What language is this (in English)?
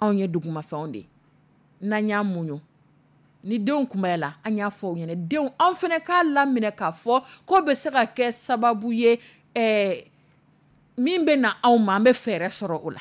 Dyula